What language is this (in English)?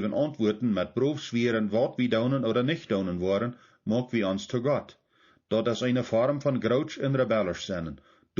Plautdietsch